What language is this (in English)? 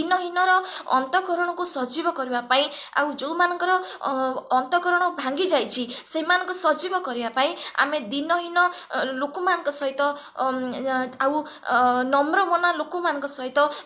Odia